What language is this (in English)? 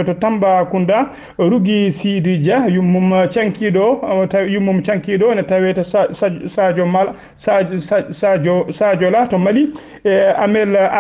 Fula